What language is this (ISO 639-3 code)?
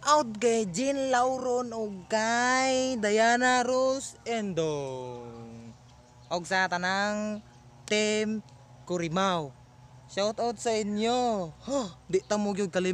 ceb